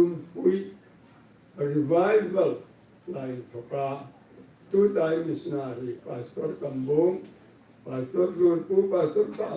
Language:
Hmar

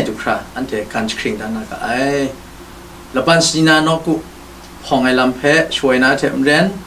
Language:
Kachin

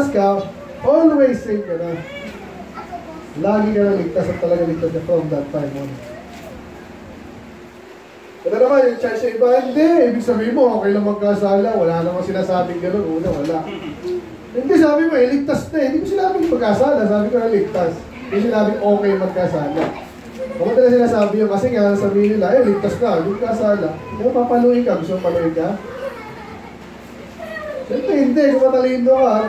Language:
Filipino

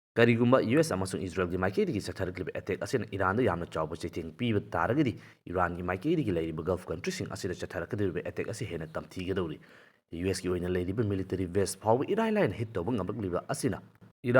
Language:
Manipuri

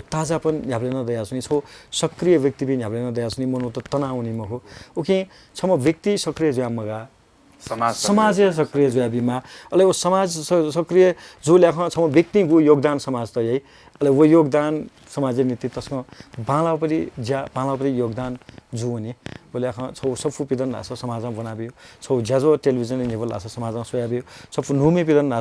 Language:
Newari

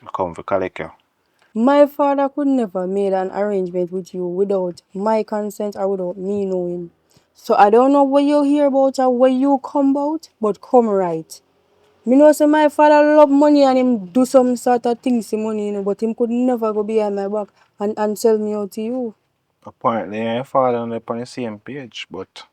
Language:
Jamaican Creole English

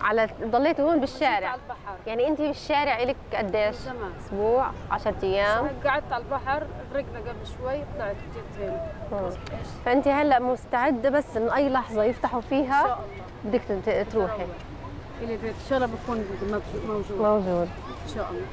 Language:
North Levantine Arabic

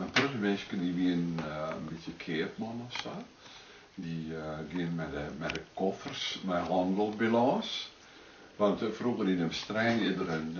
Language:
Western Frisian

